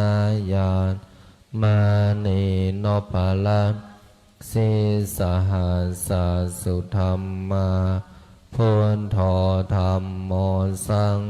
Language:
Pali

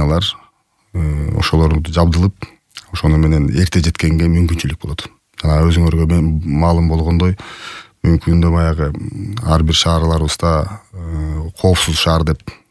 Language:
Kyrgyz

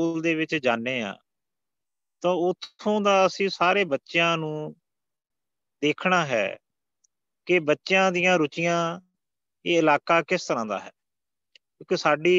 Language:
Punjabi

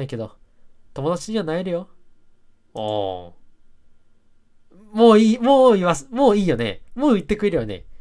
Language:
Japanese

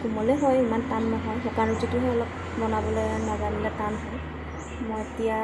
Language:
Assamese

